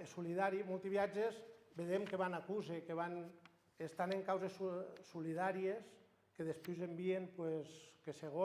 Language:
Occitan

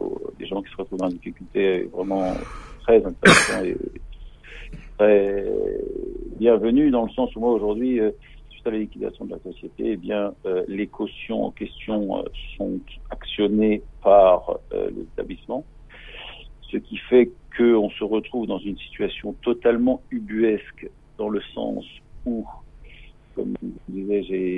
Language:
French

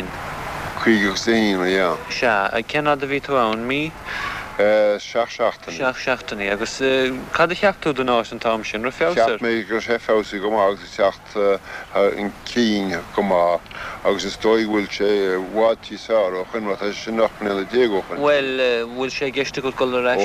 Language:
Irish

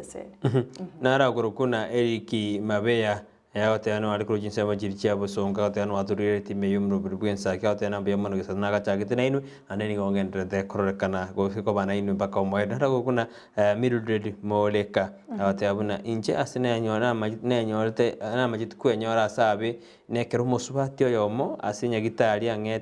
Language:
Gusii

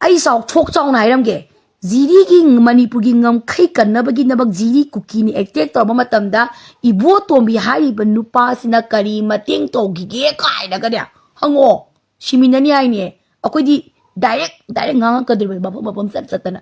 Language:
Manipuri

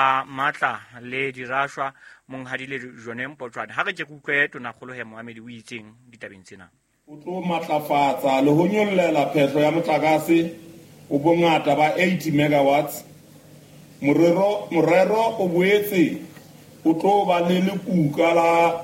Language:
Southern Sotho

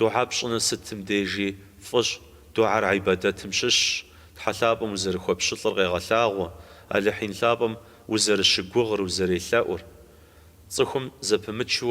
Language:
Kabardian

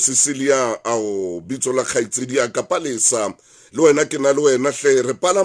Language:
Southern Sotho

